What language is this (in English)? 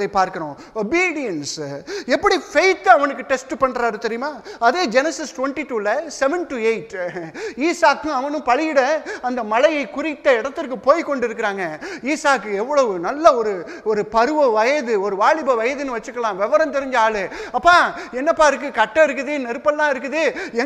Tamil